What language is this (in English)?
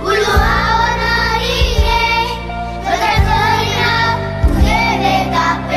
Batak Karo